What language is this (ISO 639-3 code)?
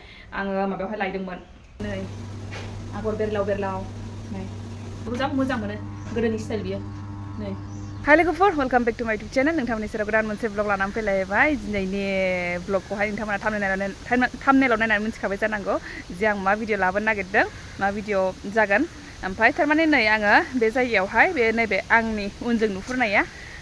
brx